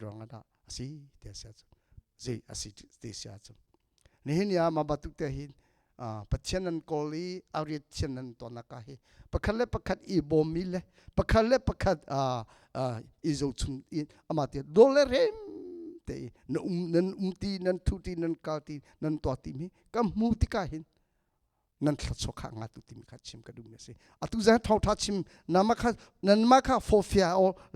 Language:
Hakha Chin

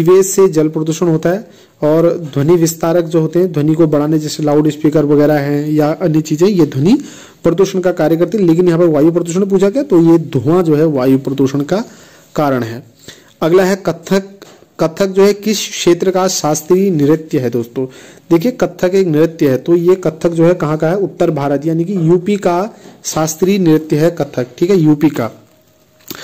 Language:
Hindi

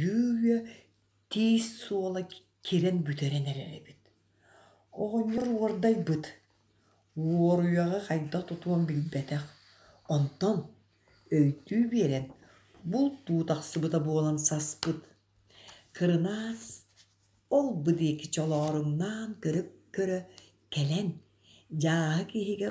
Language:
Yakut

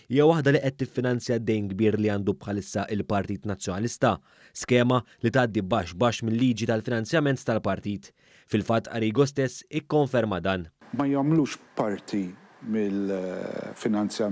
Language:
Maltese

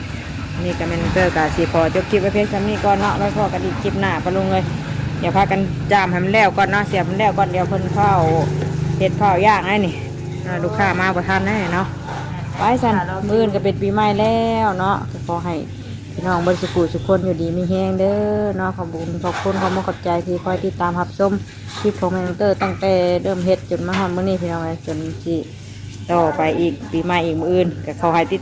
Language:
Northeastern Thai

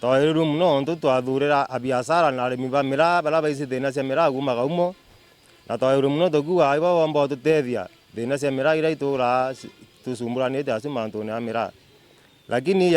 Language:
Meru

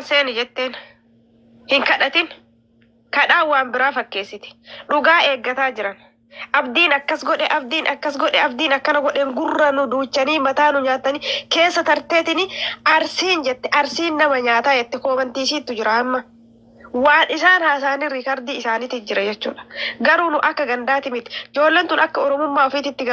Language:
Oromo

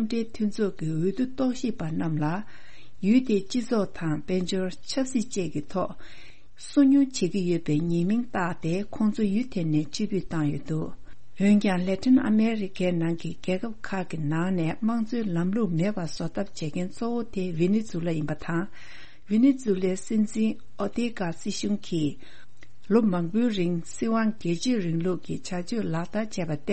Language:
Tibetan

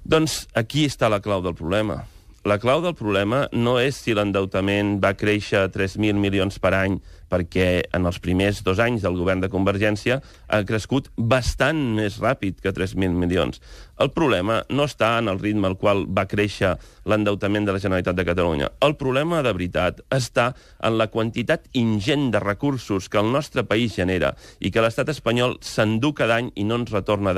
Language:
Catalan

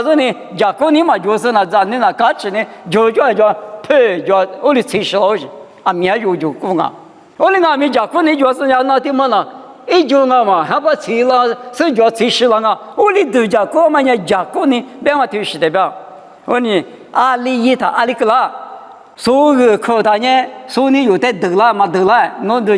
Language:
Lisu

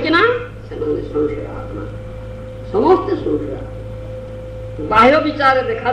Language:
Odia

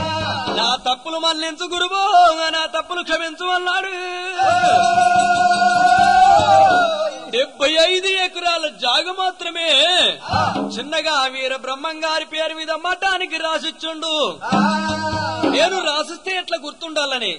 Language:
Telugu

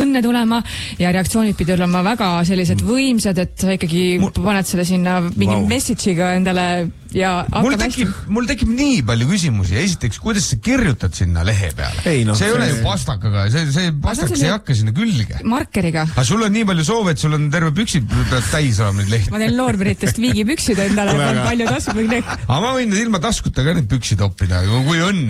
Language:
Estonian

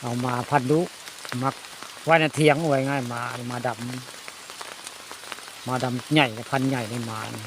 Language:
Northeastern Thai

